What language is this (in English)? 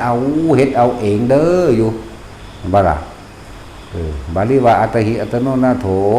Northeastern Thai